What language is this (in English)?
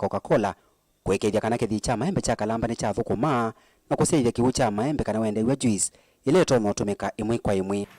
Kamba